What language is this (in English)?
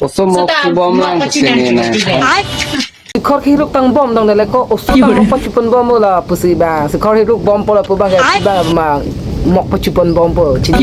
Karbi